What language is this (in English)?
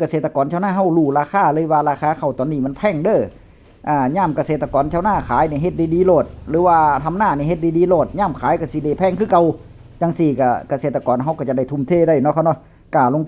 Northeastern Thai